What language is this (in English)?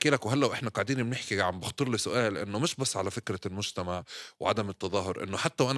North Levantine Arabic